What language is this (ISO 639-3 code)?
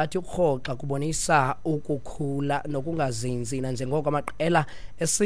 xho